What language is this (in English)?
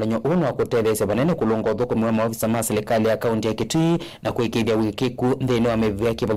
Kamba